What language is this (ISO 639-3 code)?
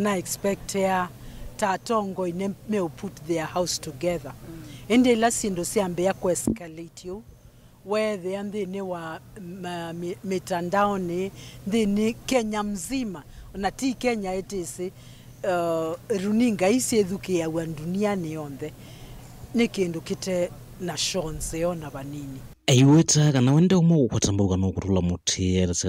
kam